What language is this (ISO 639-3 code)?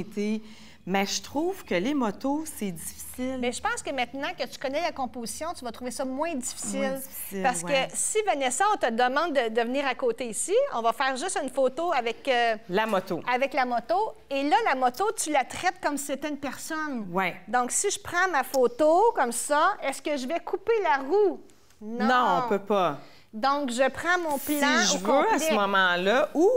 fra